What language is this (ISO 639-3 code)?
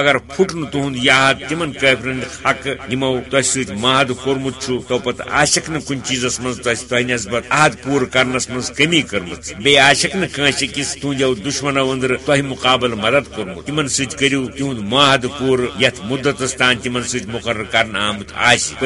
kas